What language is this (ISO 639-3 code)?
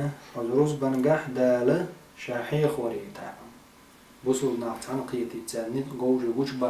che